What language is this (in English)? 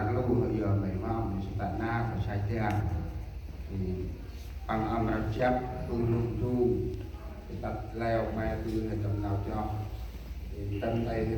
Central Mnong